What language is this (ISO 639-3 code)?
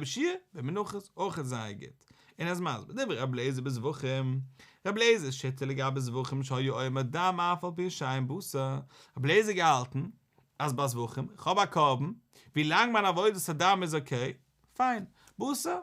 yid